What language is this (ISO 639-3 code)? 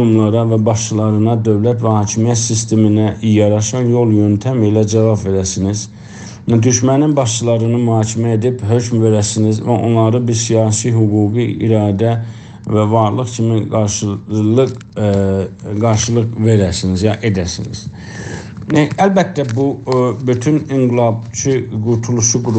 azb